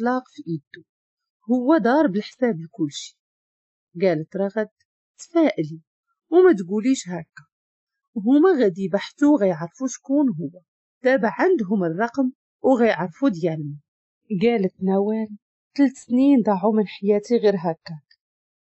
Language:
Moroccan Arabic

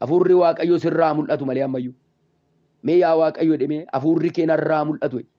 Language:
Oromo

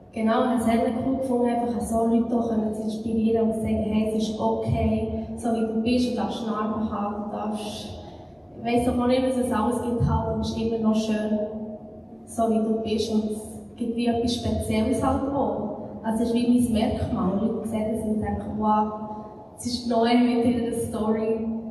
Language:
Swiss German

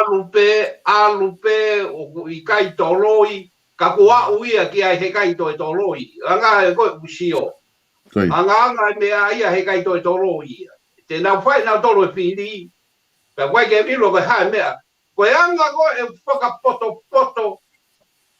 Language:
Tongan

